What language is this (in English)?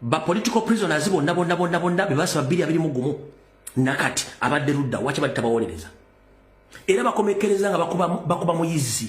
Ganda